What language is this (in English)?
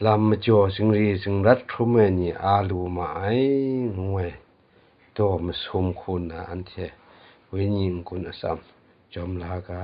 Kachin